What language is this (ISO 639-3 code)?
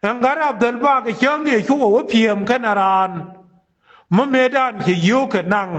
nus